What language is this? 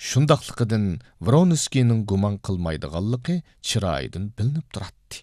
Uyghur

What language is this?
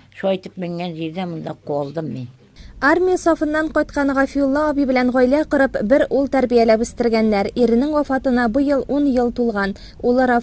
Tatar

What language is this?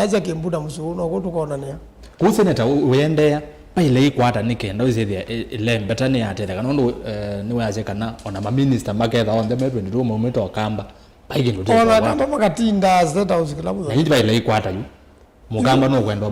Kamba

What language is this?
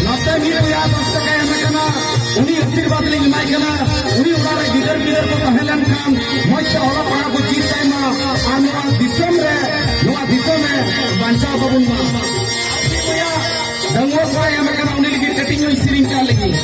Santali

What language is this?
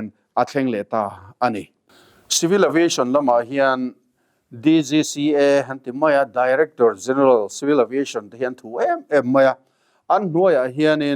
Mizo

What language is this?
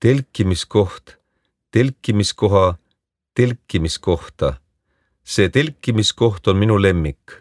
Estonian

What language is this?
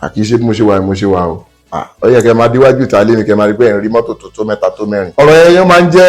Yoruba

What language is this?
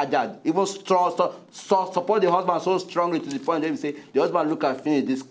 Nigerian Pidgin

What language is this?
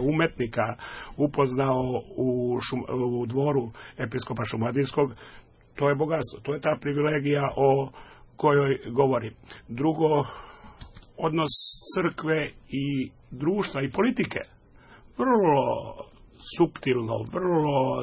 Serbian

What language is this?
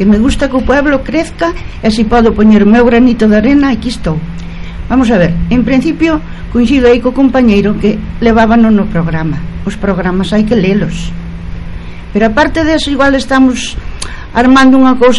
Galician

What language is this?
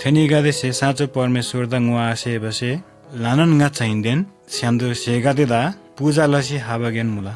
Eastern Tamang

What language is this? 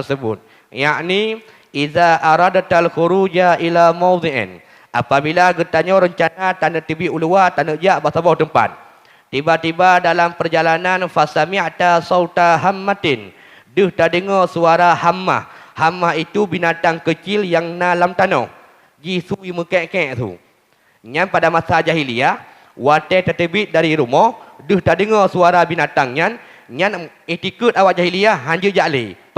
Achinese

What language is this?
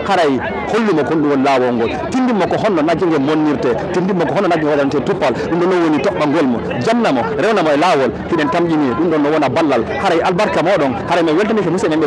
Fula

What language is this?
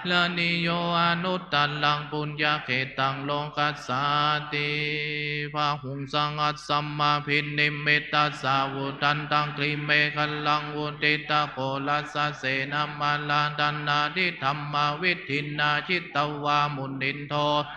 Pali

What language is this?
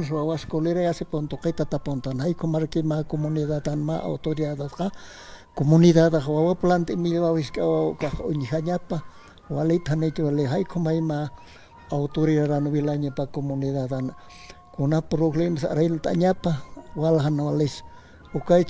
Aymara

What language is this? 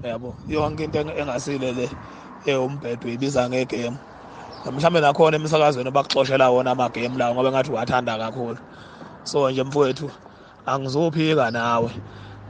Zulu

